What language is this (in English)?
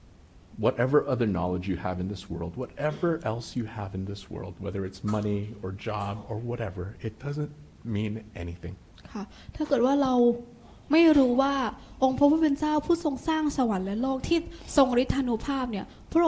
Thai